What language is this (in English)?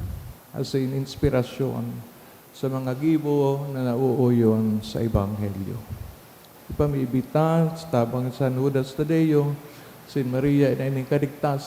Bikol